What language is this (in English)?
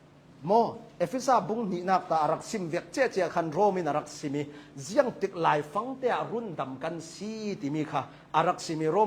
Hakha Chin